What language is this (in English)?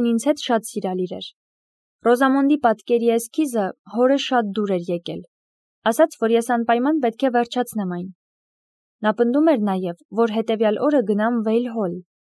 Armenian